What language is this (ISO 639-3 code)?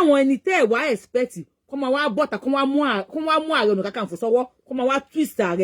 yor